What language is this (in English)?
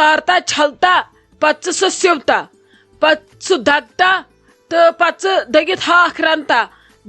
Kashmiri